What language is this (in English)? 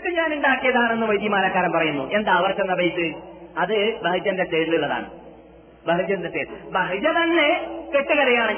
Malayalam